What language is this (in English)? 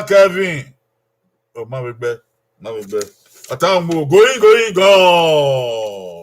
Bini